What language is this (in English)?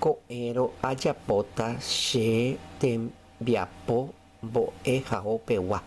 Guarani